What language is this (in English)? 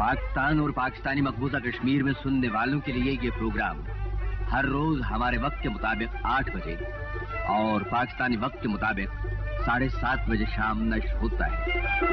Urdu